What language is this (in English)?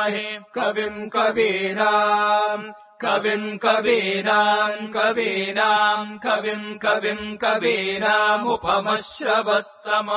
Sanskrit